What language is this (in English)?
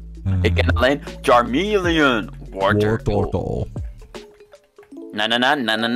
Dutch